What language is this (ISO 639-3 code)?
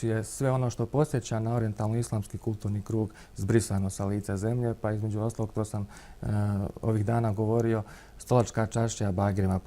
bos